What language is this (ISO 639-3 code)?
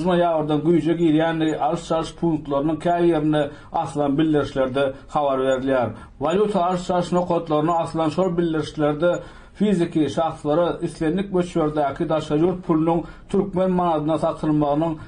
tuk